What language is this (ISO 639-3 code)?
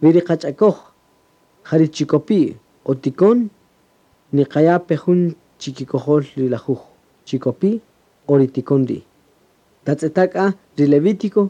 cak